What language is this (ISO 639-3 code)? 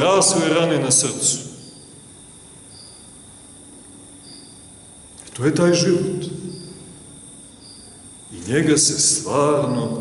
srp